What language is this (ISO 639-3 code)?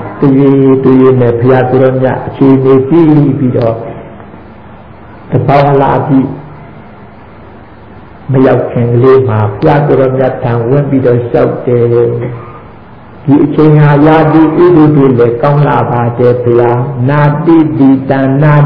mya